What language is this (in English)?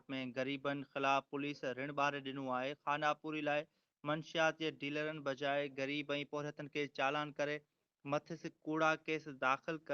Sindhi